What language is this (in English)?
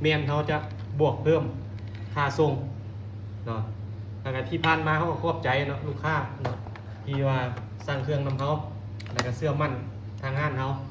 Lao